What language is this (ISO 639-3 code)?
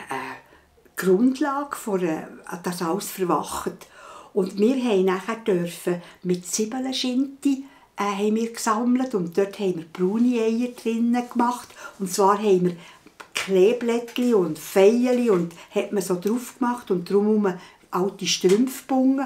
gsw